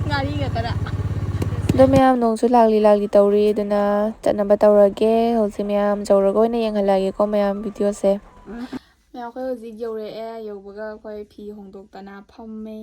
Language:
Manipuri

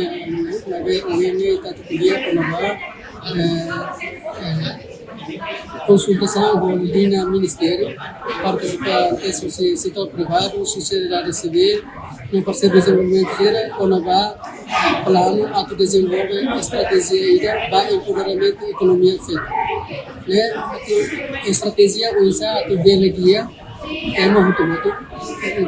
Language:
Tetum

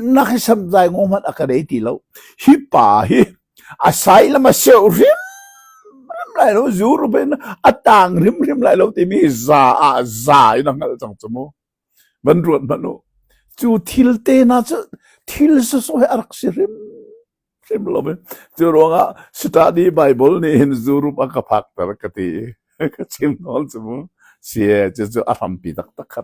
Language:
Hakha Chin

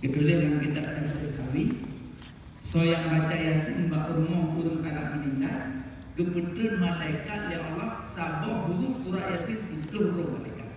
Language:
Achinese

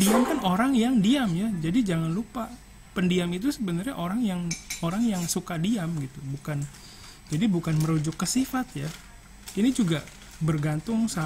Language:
Indonesian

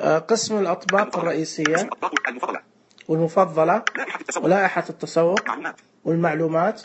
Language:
Najdi Arabic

